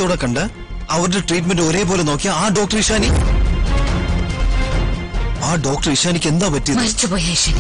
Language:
Malayalam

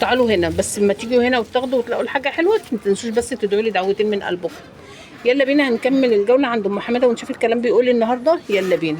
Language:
Egyptian Arabic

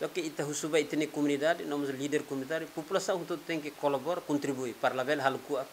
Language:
Tetum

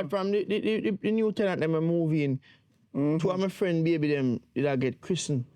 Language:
Jamaican Creole English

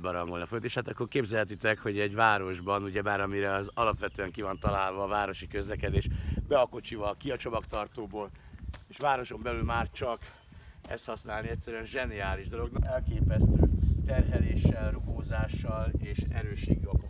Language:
Hungarian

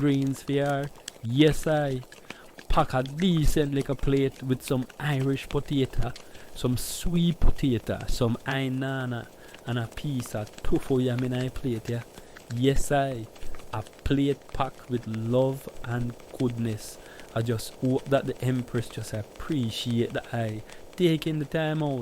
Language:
Jamaican Creole English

